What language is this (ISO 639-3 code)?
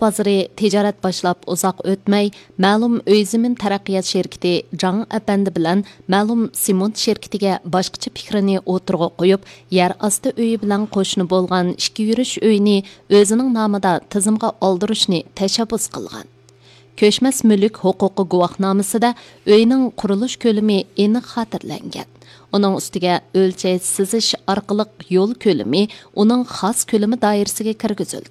uig